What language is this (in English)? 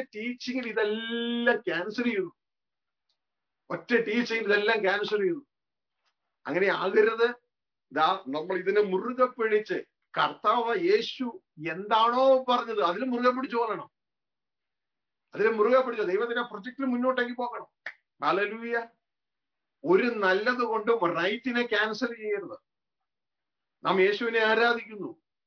Malayalam